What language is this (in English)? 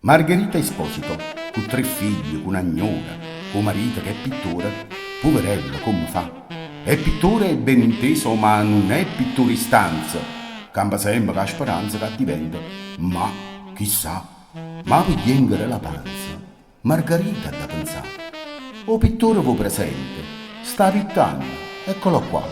Neapolitan